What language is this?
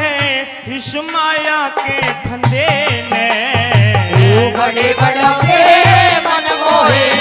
Hindi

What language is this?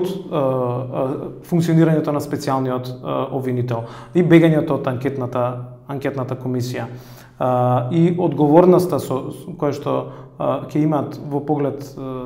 Macedonian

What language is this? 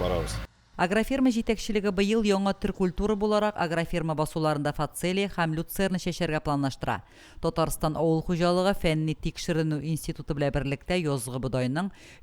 Tatar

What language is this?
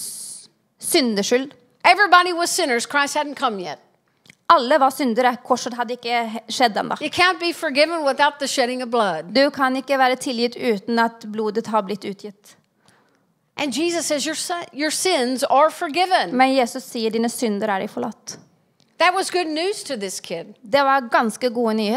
Norwegian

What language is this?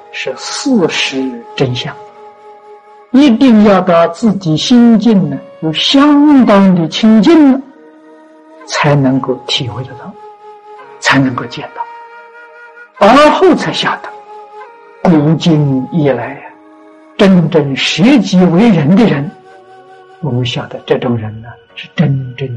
Chinese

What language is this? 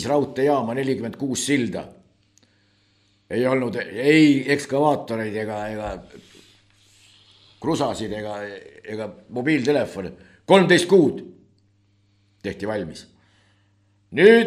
Estonian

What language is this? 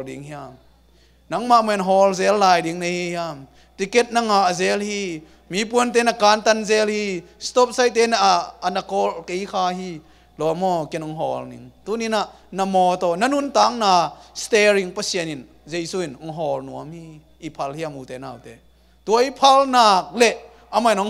Tedim Chin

